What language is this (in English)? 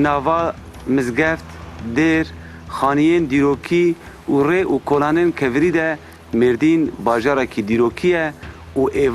Kurdish